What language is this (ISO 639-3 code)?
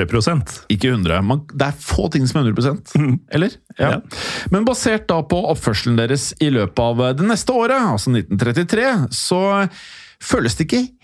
nor